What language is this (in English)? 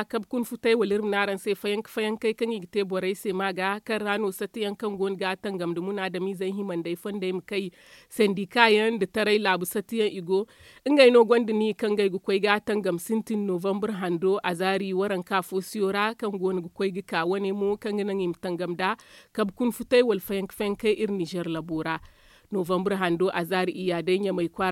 Zarma